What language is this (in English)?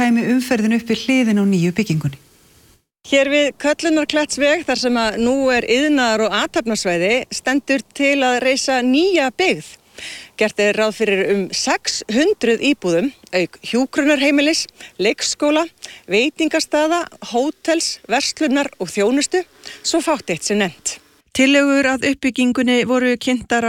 Icelandic